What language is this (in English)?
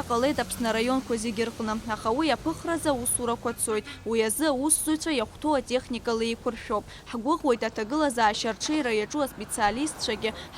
Abkhazian